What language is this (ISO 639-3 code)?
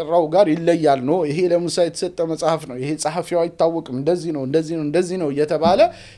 amh